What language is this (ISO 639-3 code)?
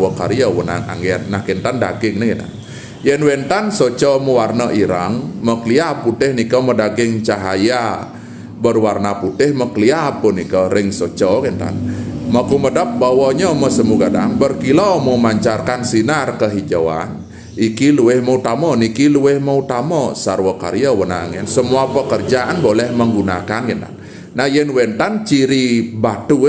ban